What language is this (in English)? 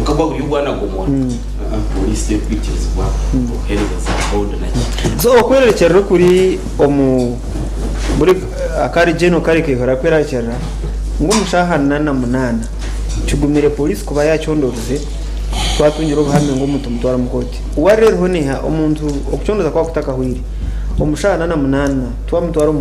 Nyankole